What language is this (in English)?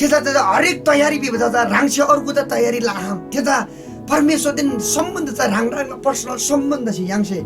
Eastern Tamang